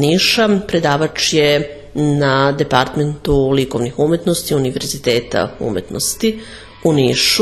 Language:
Serbian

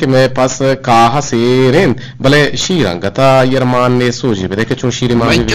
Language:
Eastern Balochi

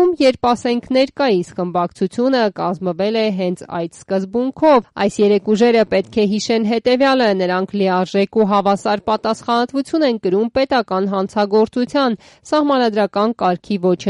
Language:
Armenian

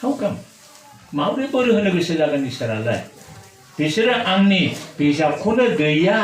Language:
Bodo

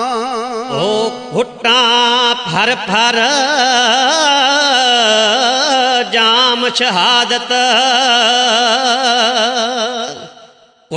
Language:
Punjabi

